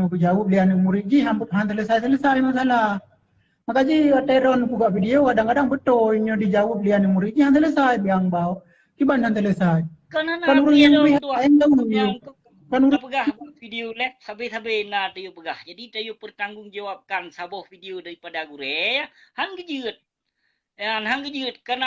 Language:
Achinese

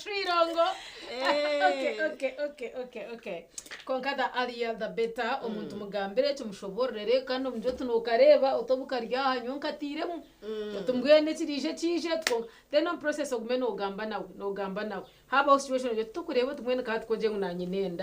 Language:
Nyankole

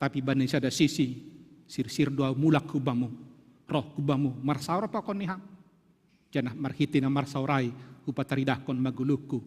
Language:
Batak Simalungun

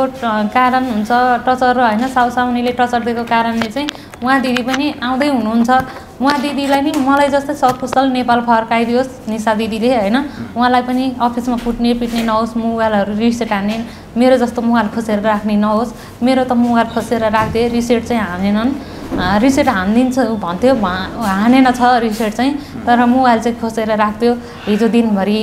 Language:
Nepali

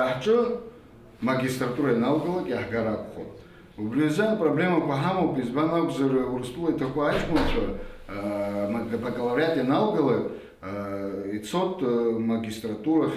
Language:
Abkhazian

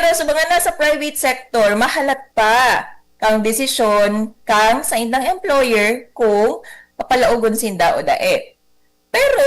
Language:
Bikol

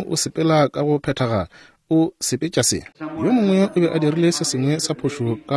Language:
Northern Sotho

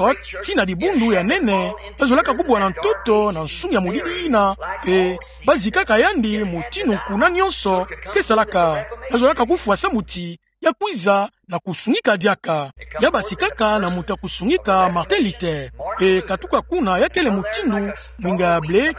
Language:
Kituba (Democratic Republic of Congo)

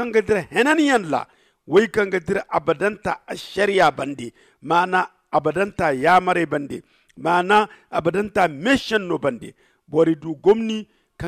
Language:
Zarma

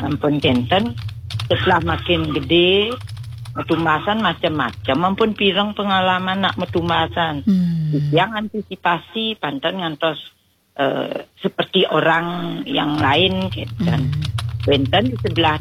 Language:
Balinese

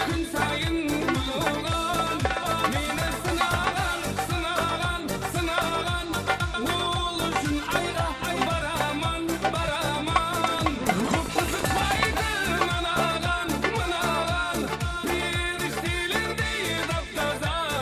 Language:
Kara-Kalpak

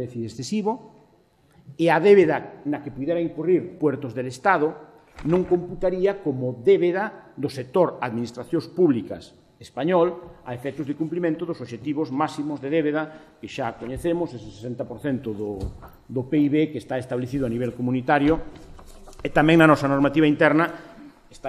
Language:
Galician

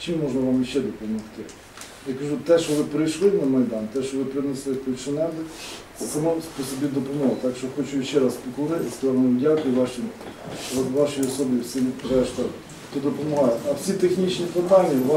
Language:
Ukrainian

